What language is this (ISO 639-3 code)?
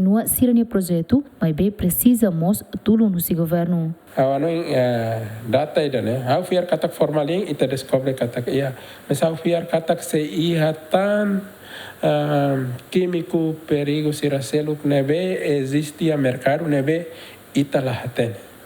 tet